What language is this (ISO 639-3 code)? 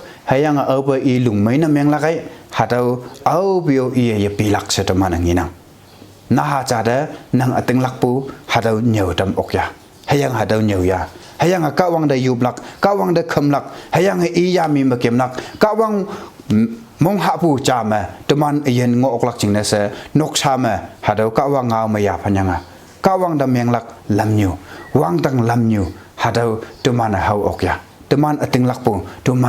nbe